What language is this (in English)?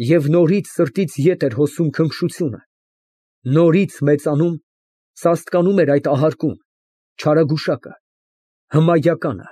Armenian